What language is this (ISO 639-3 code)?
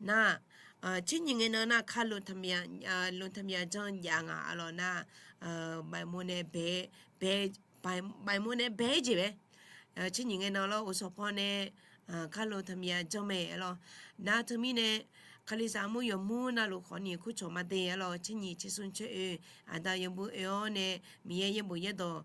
ahk